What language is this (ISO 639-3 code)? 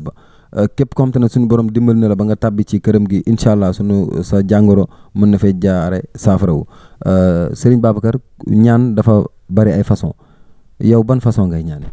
wol